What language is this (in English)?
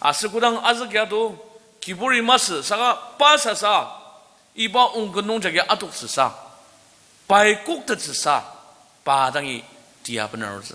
Ao Naga